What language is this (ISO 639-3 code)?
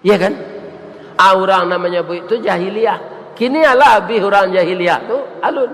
min